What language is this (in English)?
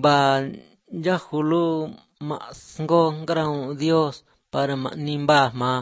Latvian